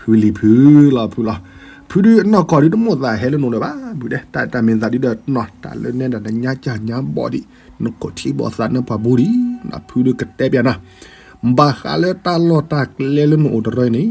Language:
S'gaw Karen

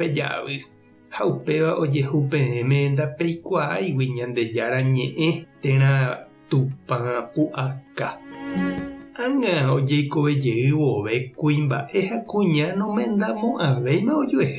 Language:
Guarani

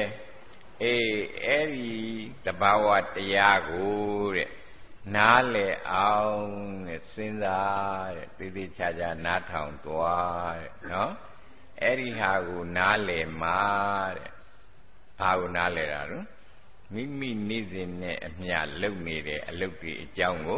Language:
Burmese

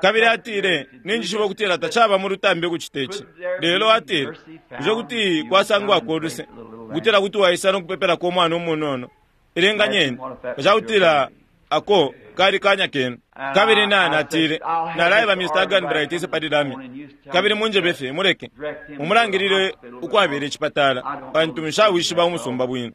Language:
Bemba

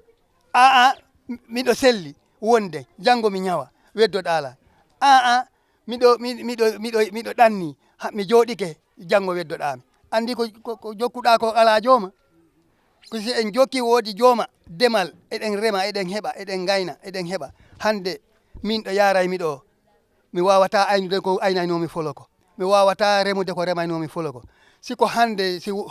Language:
Fula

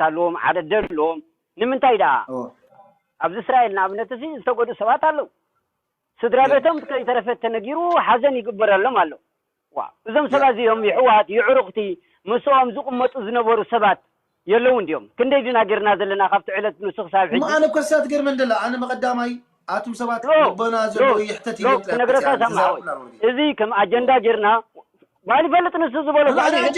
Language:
Tigrinya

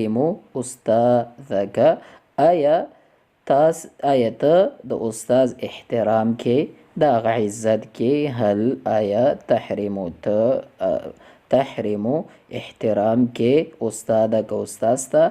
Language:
Pashto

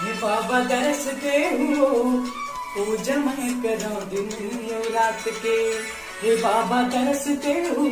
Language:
Chhattisgarhi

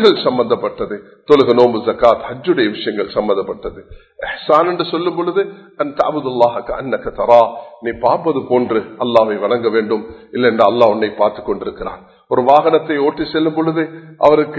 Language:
Tamil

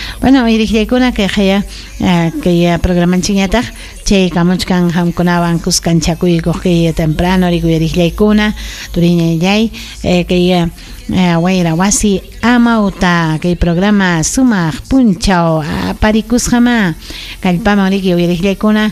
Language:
Ayacucho Quechua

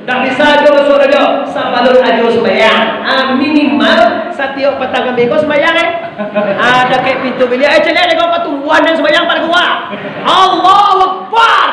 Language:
Minangkabau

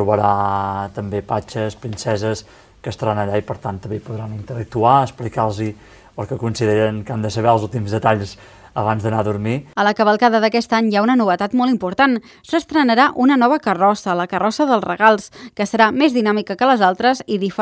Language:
Catalan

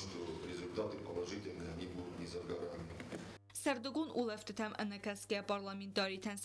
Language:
Ossetic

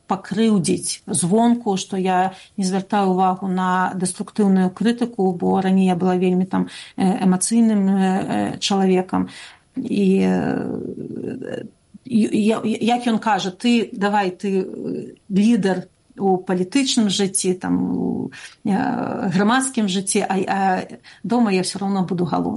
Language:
Belarusian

